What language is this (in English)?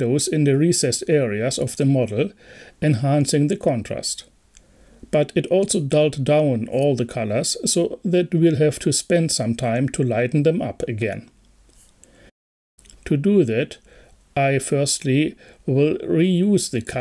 English